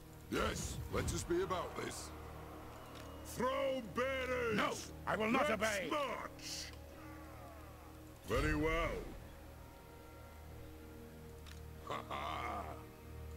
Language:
Hungarian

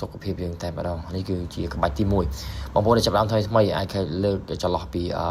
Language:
Khmer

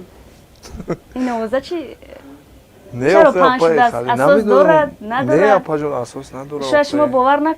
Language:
Tajik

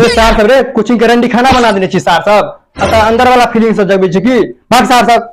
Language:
Maithili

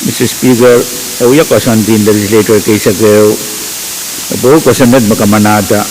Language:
Pohnpeian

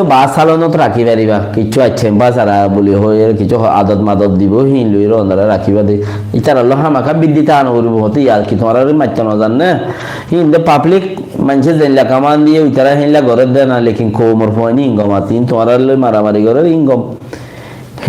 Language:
Rohingya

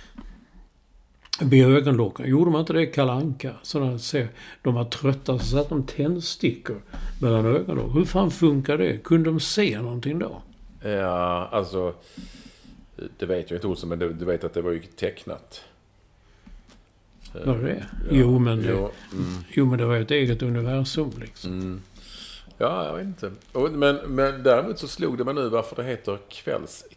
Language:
Swedish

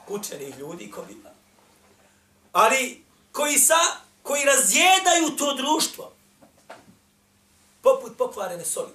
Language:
Bosnian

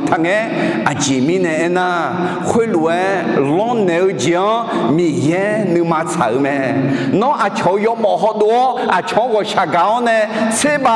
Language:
Akha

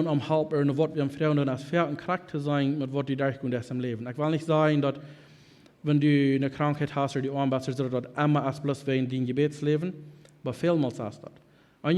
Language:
Plautdietsch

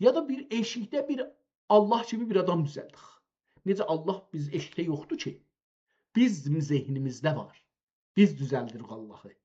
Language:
South Azerbaijani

